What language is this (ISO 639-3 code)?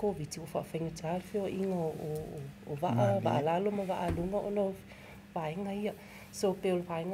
smo